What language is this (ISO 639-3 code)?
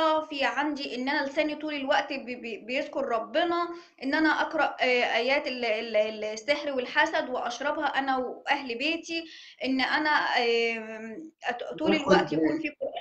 arz